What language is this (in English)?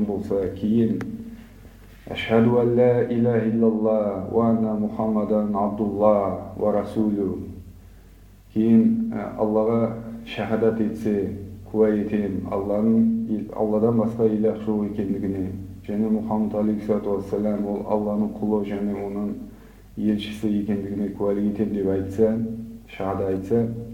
Kazakh